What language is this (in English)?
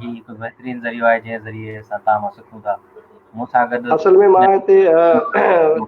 Sindhi